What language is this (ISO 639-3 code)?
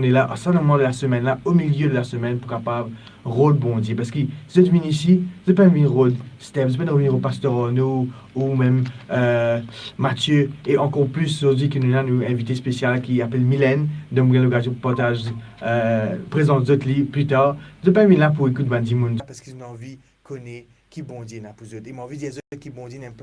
mfe